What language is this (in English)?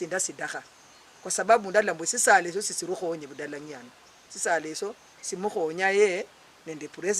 Luyia